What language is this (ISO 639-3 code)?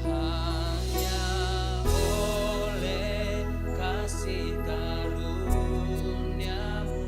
bts